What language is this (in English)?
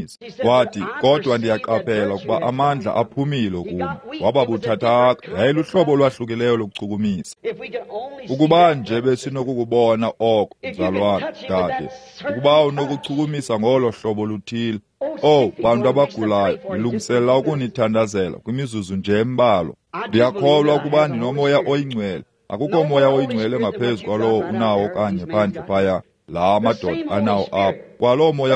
Xhosa